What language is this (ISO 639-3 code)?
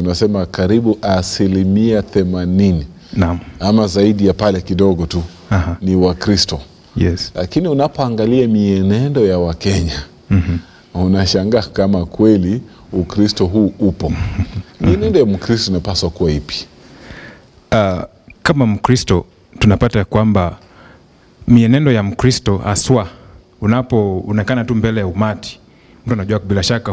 swa